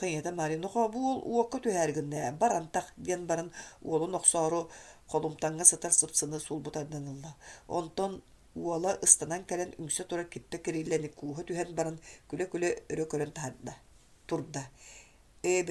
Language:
Yakut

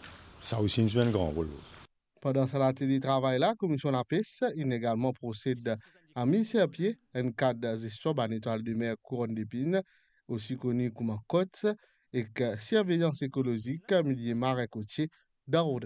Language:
Morisyen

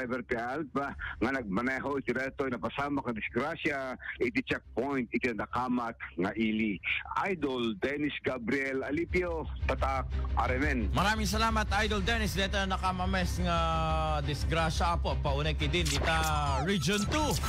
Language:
Iloko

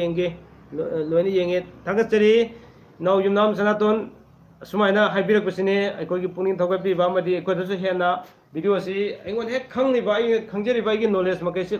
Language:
Manipuri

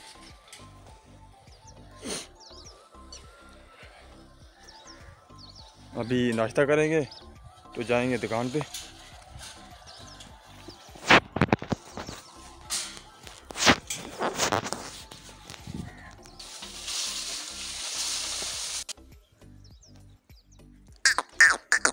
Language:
Hindi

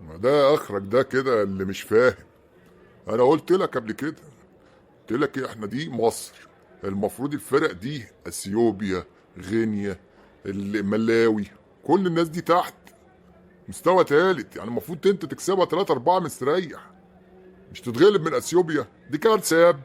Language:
Egyptian Arabic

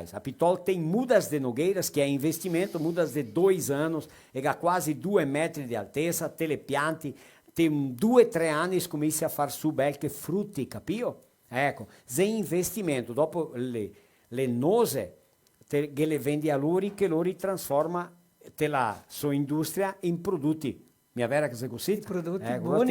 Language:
Venetian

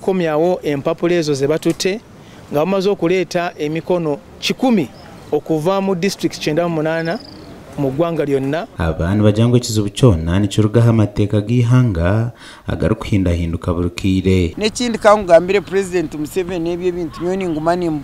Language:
Nyankole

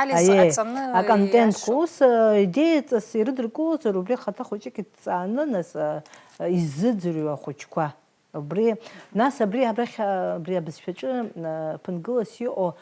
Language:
Abkhazian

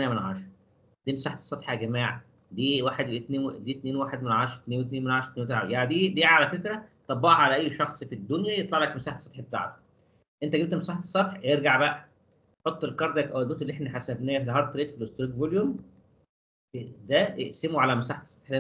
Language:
Egyptian Arabic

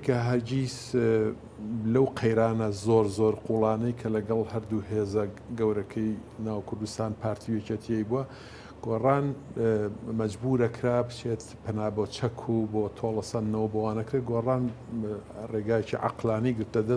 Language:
Central Kurdish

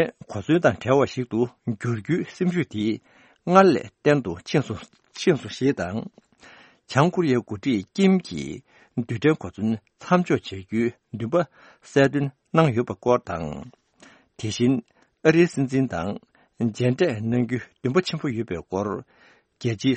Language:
Tibetan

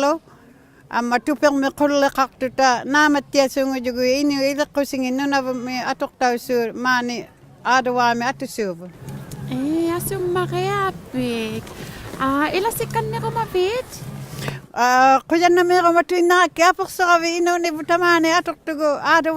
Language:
Inuktitut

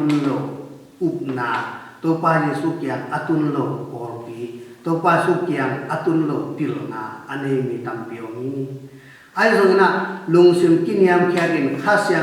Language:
Tedim Chin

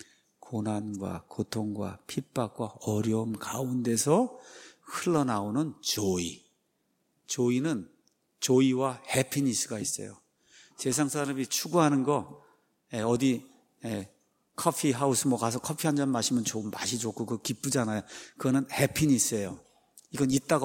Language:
Korean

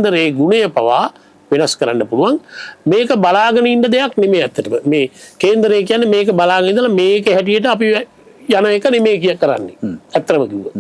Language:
Sinhala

